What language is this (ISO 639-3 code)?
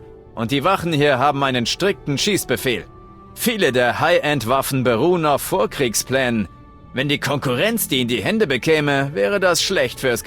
bar